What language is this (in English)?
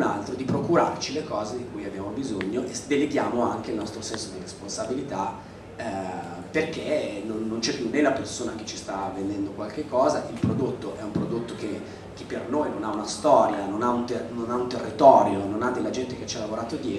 Italian